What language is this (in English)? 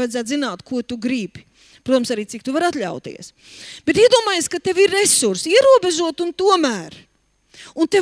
Latvian